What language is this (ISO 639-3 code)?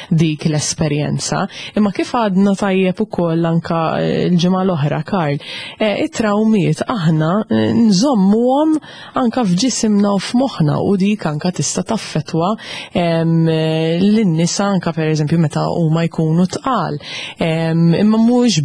mlt